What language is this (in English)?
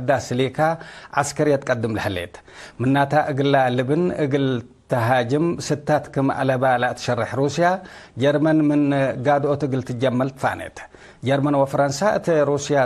Tigre